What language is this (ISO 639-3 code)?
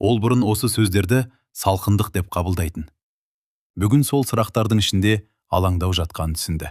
kaz